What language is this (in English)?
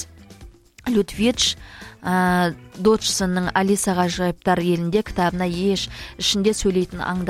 Kazakh